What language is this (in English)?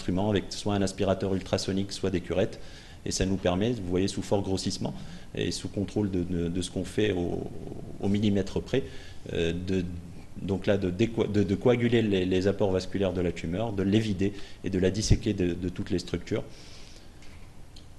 French